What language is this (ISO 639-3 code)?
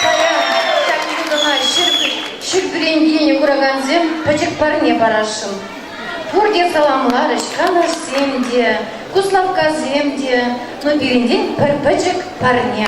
chv